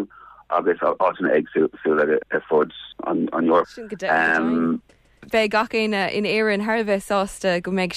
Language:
Irish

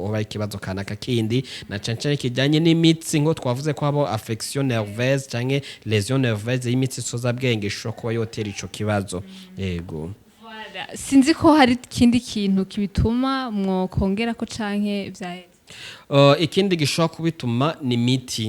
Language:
Rundi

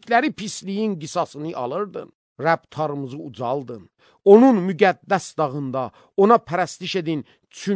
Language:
Azerbaijani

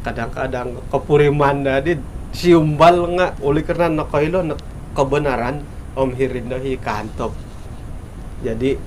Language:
Central Dusun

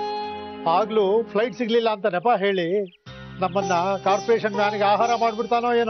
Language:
Kannada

